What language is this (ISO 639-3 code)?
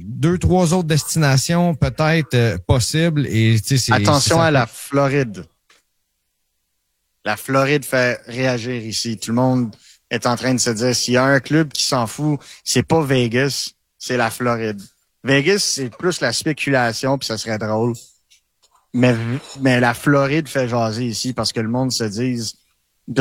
fra